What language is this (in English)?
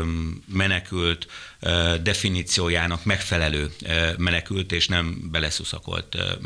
Hungarian